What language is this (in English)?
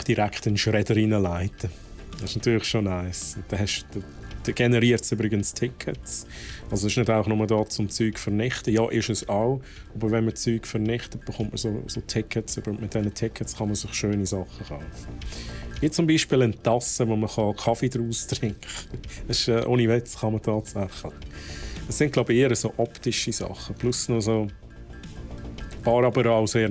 Swiss German